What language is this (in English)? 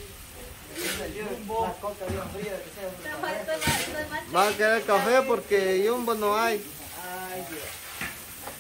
Spanish